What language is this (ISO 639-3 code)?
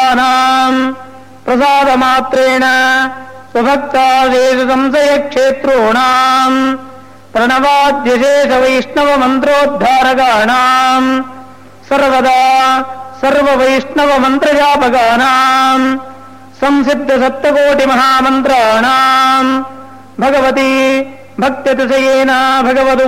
san